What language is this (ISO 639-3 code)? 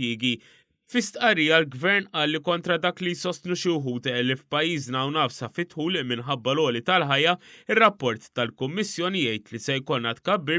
mlt